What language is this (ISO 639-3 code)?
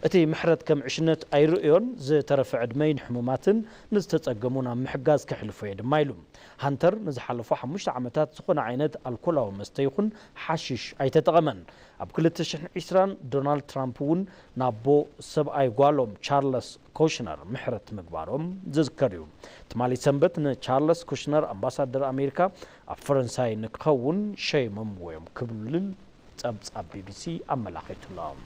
tir